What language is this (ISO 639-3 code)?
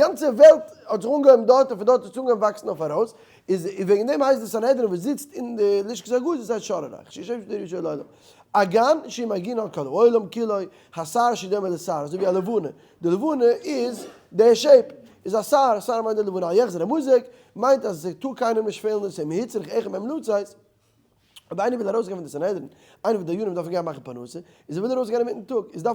yid